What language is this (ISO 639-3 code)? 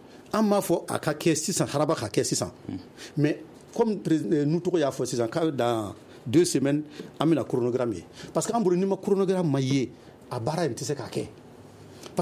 bam